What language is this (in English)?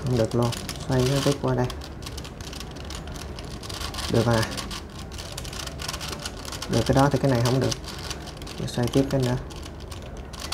Vietnamese